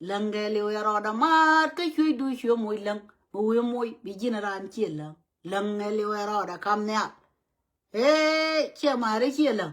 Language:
Nuer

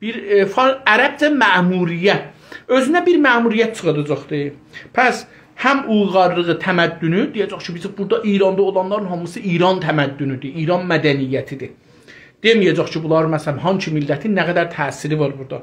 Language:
South Azerbaijani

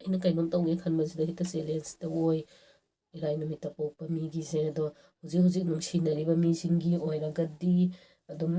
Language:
Manipuri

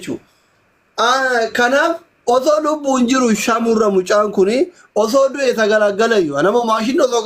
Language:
Oromo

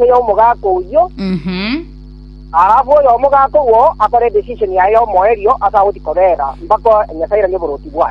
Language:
Gusii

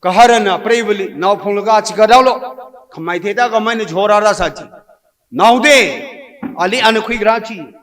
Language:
Tangkhul Naga (India)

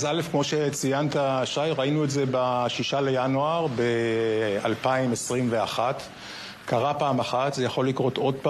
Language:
Hebrew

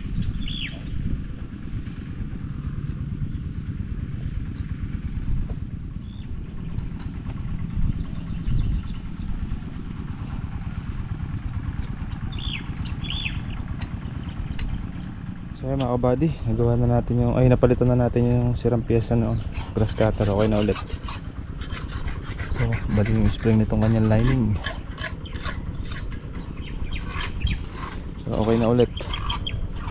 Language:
Filipino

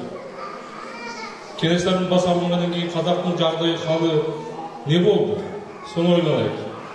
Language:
Kazakh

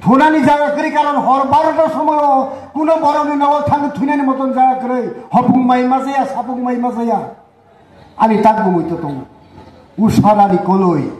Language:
Riang (India)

